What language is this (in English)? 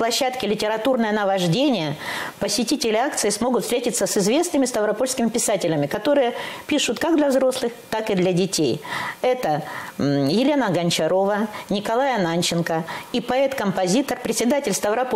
Russian